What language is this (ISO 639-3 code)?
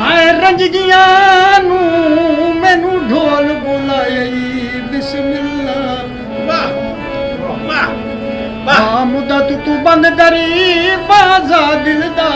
skr